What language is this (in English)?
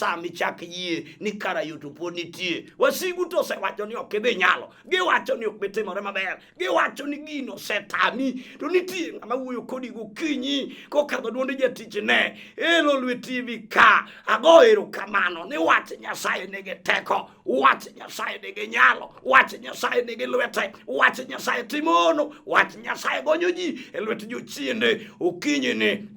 Luo (Kenya and Tanzania)